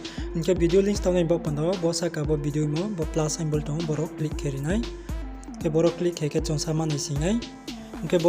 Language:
Riang (India)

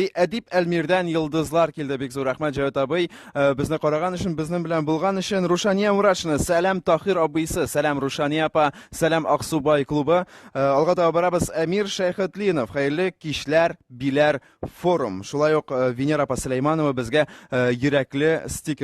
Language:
Tatar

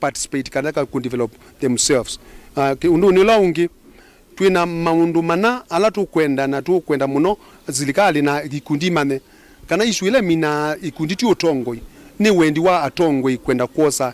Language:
Kamba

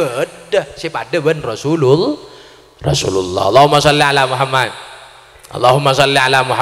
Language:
Madurese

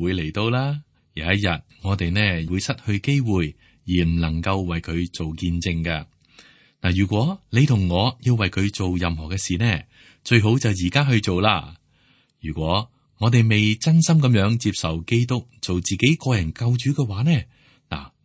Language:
Cantonese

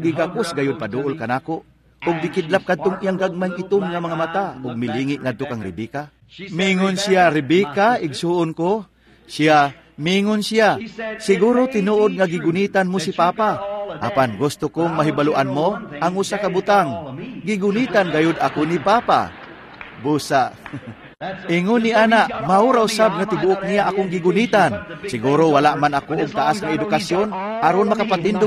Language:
Cebuano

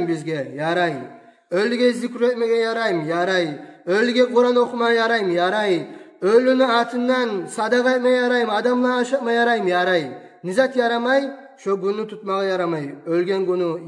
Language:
Kumyk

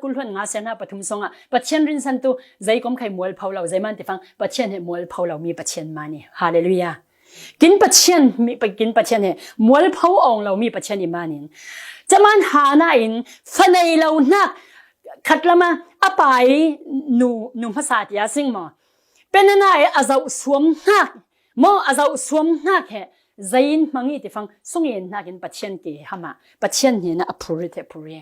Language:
Falam Chin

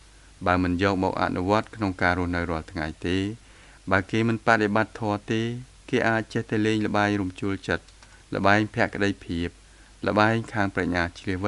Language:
Khmer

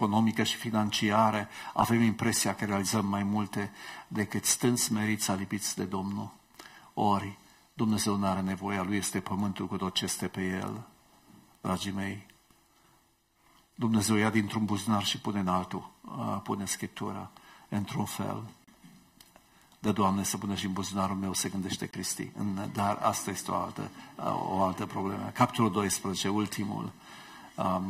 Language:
Romanian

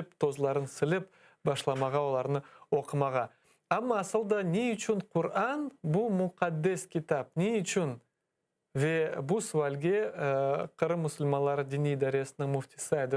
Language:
Crimean Tatar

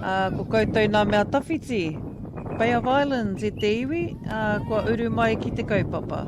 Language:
Māori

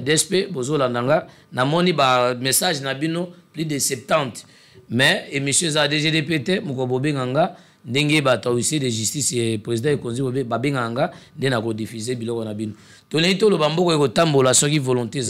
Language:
Lingala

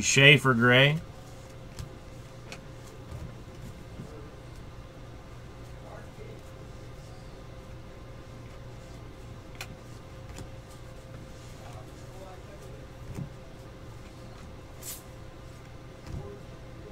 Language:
English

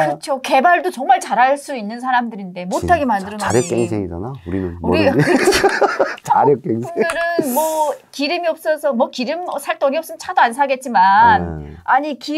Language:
Korean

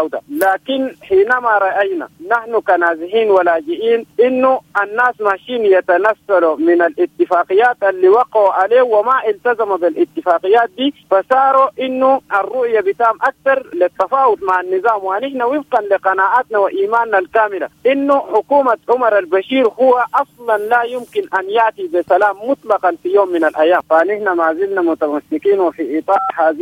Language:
Sudanese Arabic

